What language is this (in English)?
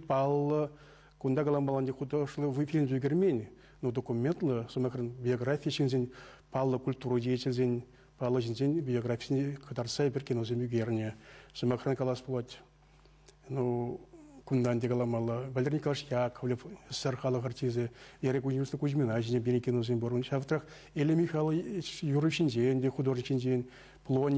Chuvash